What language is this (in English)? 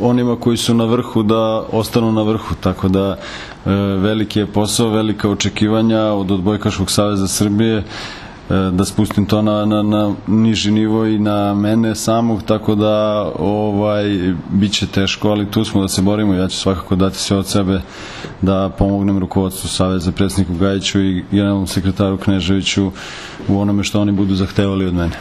Serbian